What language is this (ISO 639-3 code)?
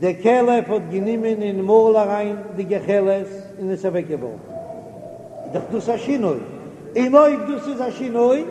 yid